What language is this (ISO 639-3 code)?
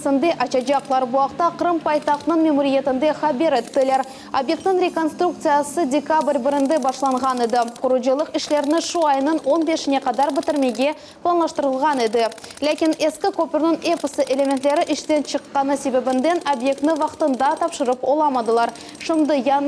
crh